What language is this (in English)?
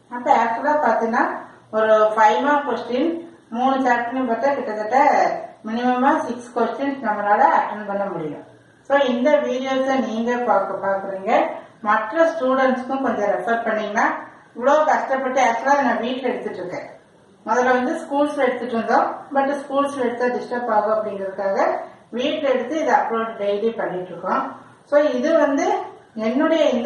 Tamil